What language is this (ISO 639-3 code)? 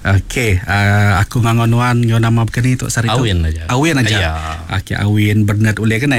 iba